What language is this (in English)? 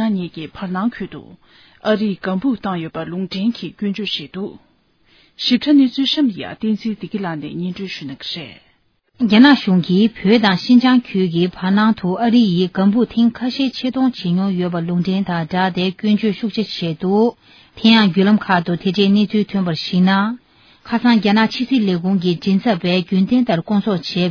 Tibetan